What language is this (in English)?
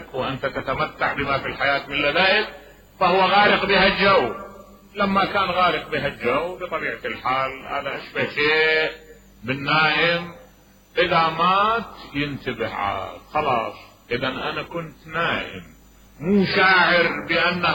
Mesopotamian Arabic